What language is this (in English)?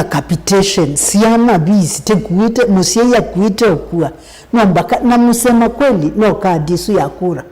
Kamba